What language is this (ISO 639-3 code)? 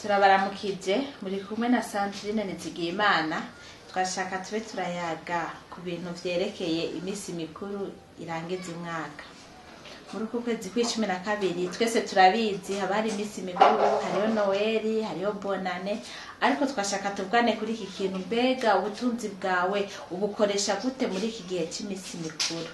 run